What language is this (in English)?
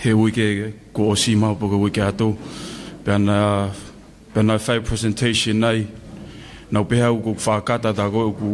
Tongan